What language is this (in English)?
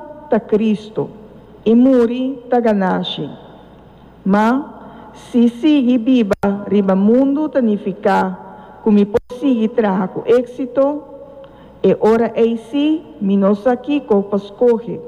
Papiamento